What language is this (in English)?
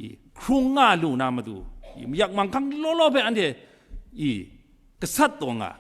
Kachin